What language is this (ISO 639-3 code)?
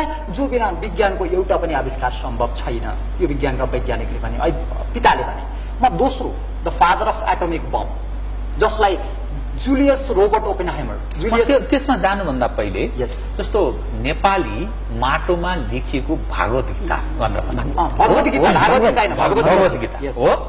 nep